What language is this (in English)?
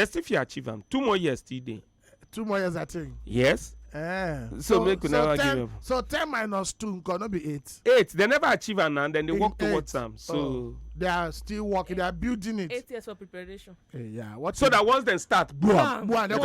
Nigerian Pidgin